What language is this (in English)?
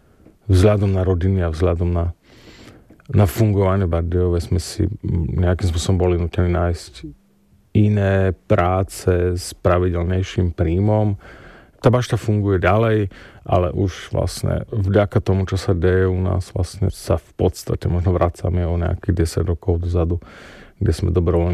Slovak